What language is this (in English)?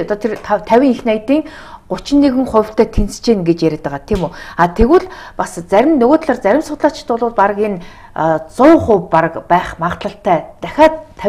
Mongolian